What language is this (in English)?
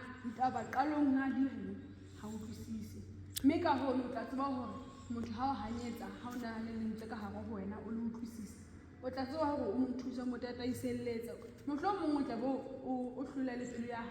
Southern Sotho